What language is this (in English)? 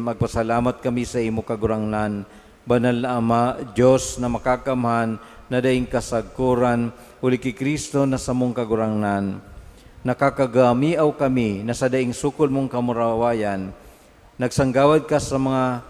Bikol